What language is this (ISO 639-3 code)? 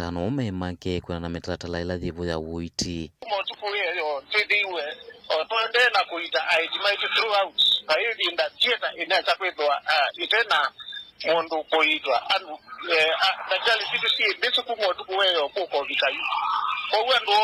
kam